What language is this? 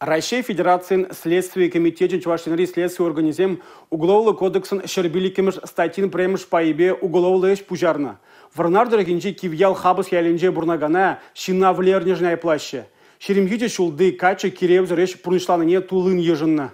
Chuvash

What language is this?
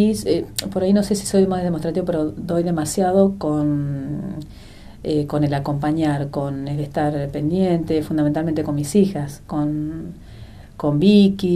Spanish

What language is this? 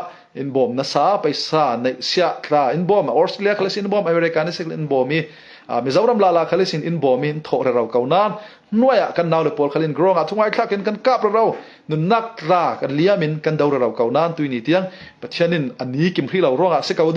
Falam Chin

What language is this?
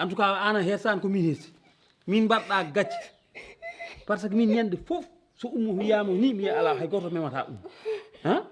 Fula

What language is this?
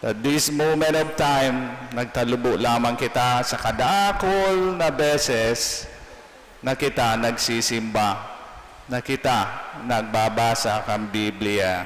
Bikol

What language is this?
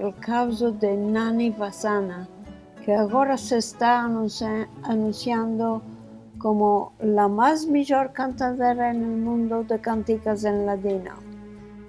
Ladino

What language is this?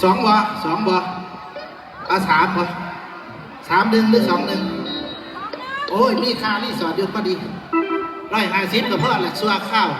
Lao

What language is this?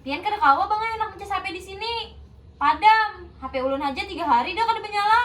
Banjar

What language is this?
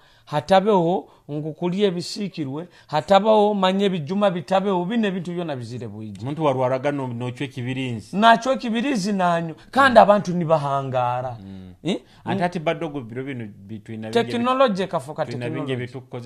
Nyoro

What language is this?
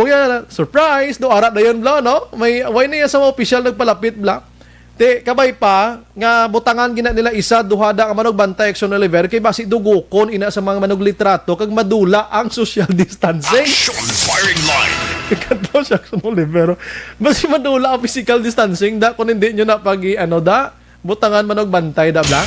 Hiligaynon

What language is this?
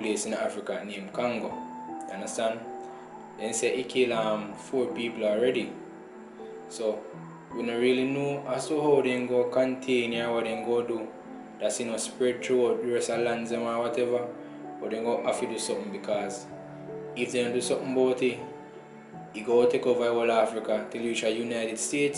Jamaican Creole English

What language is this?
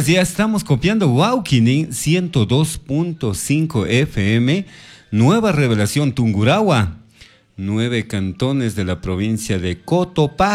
Chimborazo Highland Quichua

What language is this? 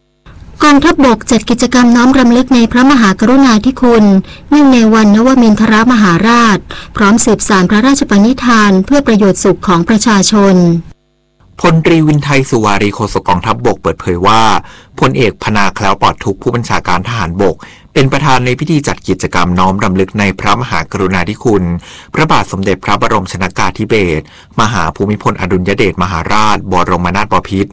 Thai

